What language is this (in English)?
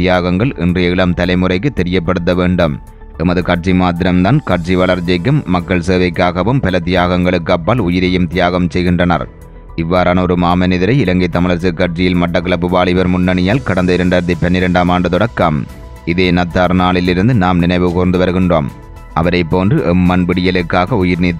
Tamil